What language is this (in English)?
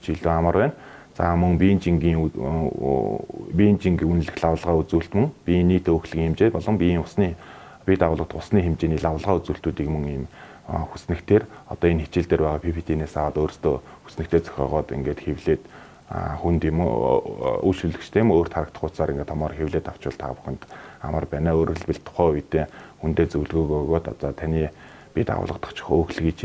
Mongolian